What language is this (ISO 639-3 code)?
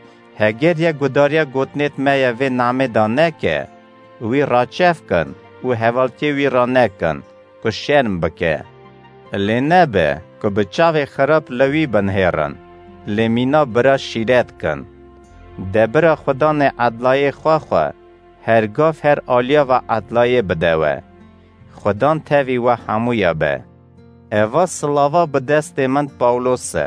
kur